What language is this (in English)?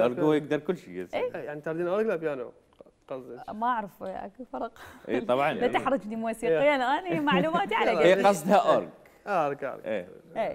Mesopotamian Arabic